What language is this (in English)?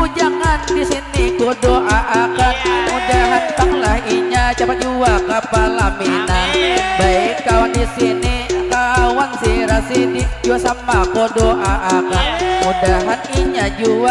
Banjar